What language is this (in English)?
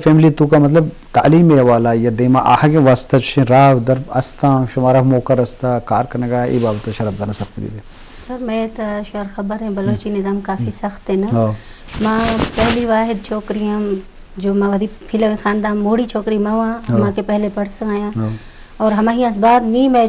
Baluchi